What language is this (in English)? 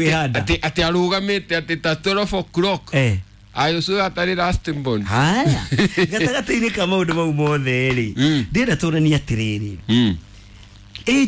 Kikuyu